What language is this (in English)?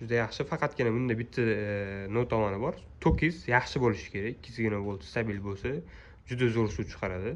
Uzbek